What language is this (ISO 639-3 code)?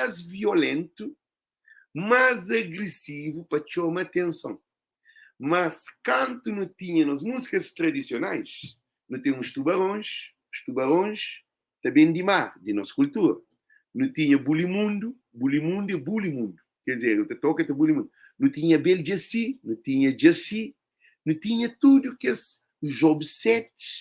kea